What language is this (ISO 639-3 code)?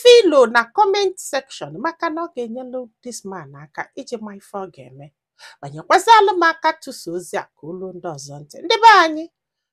ibo